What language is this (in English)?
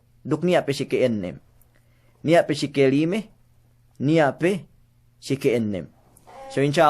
Yakan